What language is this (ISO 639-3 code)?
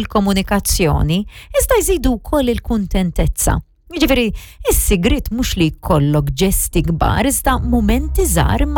mlt